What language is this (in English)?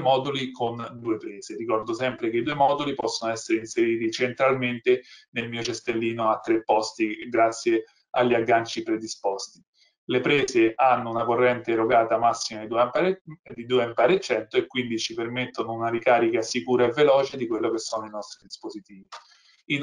Italian